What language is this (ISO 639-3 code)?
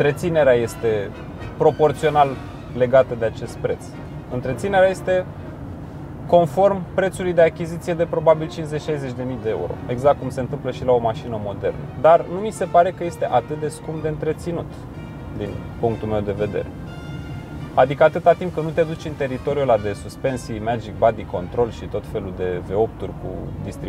ron